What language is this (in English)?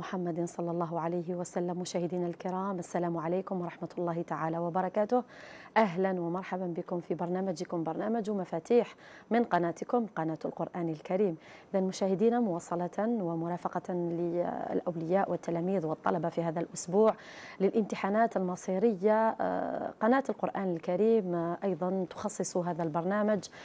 Arabic